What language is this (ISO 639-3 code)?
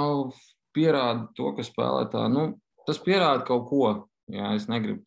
lav